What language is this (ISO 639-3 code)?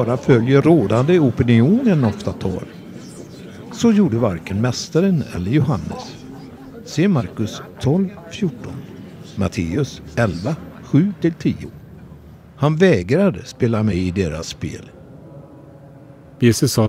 swe